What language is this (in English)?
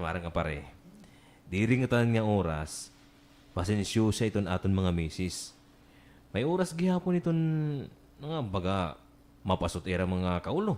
Waray